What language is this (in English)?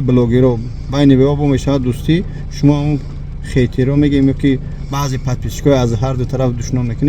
Tajik